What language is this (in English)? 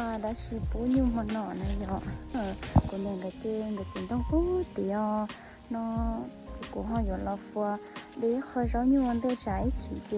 Hmong